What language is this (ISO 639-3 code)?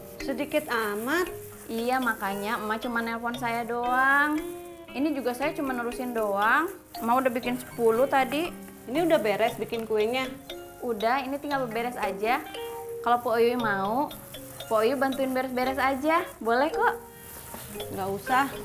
bew